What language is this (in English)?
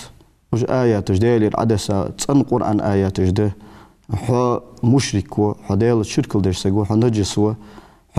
Ingush